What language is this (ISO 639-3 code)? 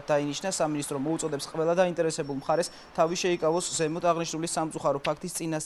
kat